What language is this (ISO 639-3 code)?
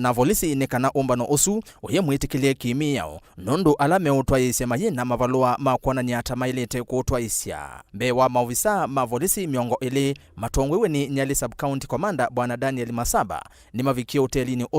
kam